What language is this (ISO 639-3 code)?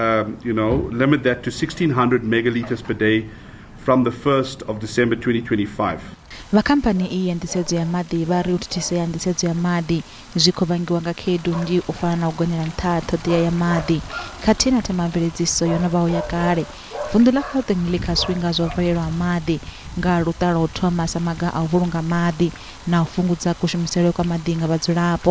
ven